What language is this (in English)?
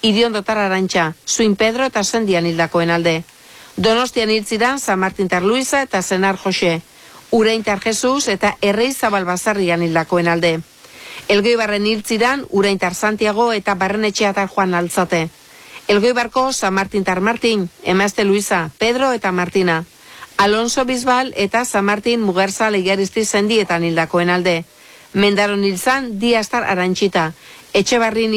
Basque